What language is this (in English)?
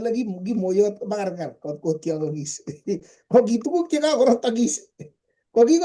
Kalenjin